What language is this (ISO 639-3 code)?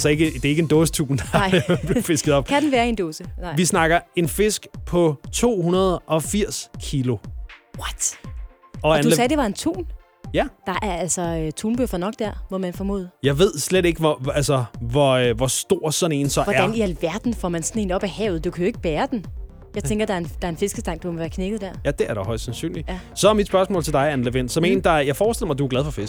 dan